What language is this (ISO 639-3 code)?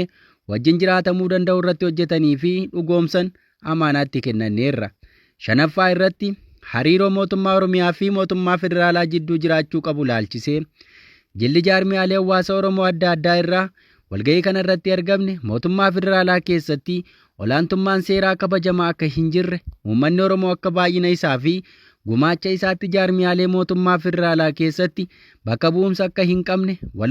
orm